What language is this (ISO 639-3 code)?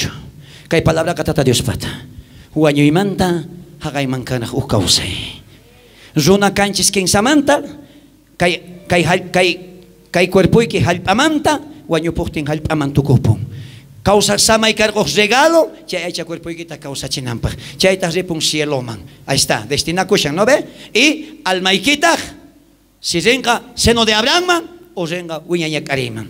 quh